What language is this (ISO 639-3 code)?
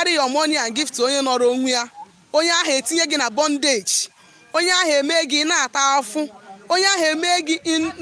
ibo